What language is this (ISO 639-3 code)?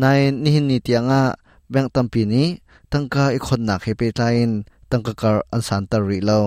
cnh